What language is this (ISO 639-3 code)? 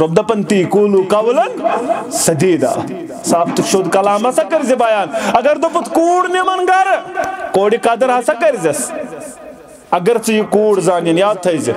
kas